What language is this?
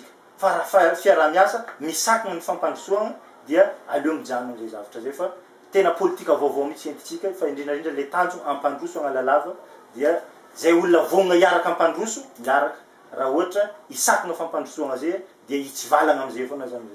Malagasy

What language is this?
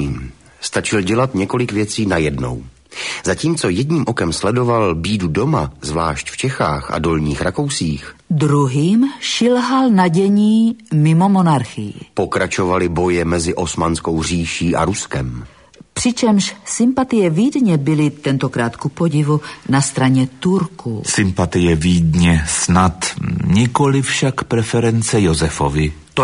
Czech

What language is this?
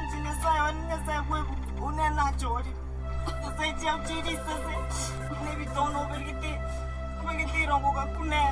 Gusii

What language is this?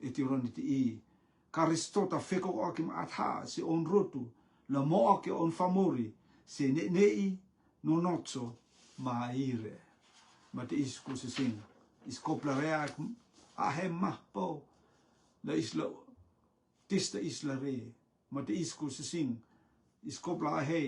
Rotuman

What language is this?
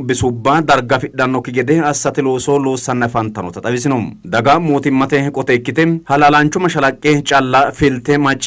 Sidamo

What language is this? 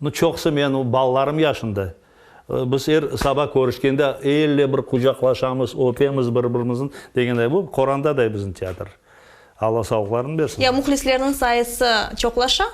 Crimean Tatar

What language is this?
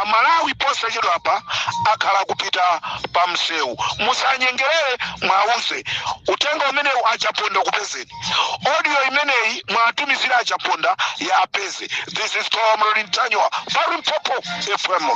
Nyanja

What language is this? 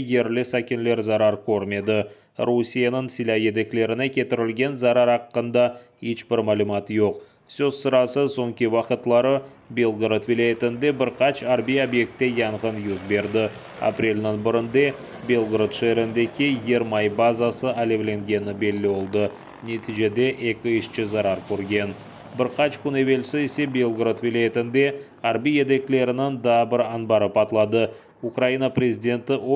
Crimean Tatar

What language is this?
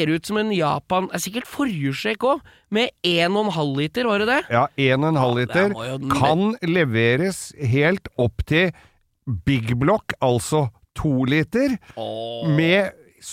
Norwegian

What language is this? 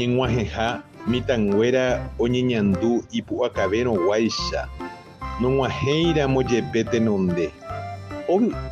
Guarani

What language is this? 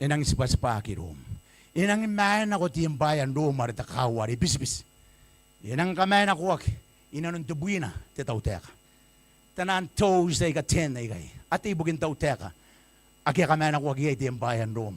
Gilbertese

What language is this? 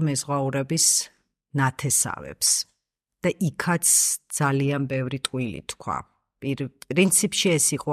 Georgian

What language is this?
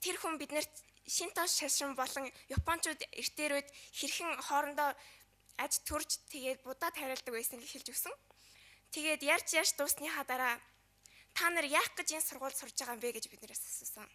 Mongolian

